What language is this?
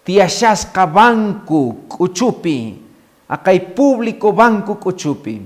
Quechua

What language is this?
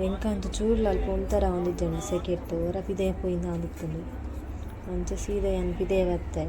Tulu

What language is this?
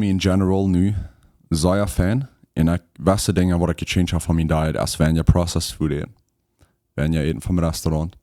Plautdietsch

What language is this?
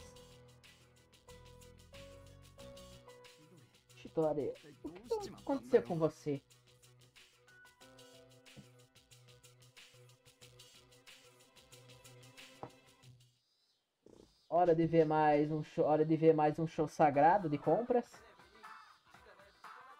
Portuguese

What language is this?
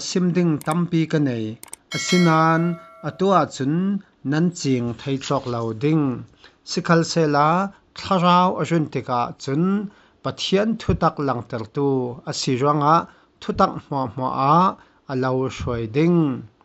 Falam Chin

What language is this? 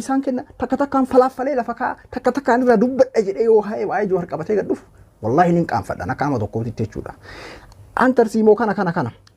Oromo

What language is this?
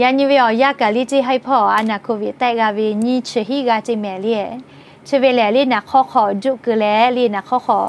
Lahu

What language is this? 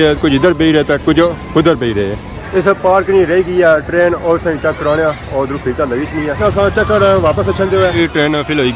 Pahari-Potwari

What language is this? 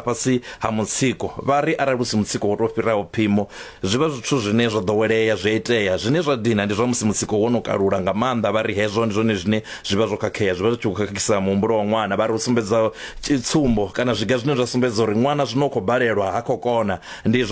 Venda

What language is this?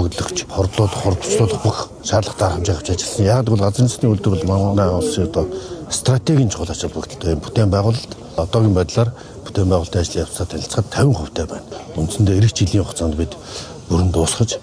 Mongolian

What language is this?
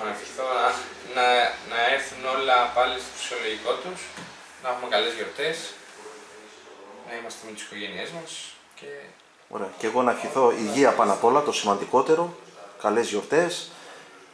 Greek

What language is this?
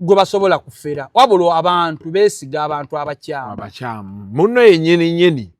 Ganda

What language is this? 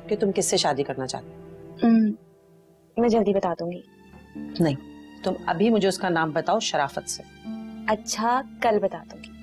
Hindi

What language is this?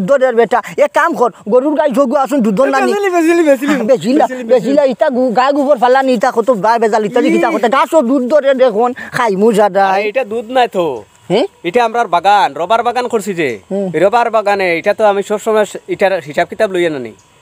Sylheti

